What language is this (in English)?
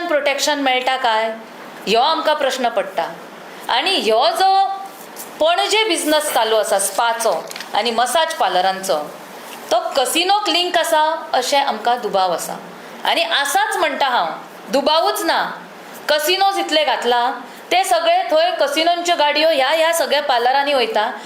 Konkani